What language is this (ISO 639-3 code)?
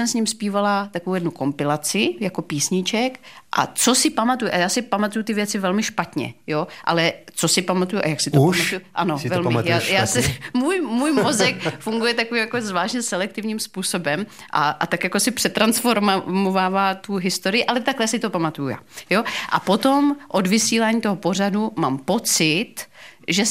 ces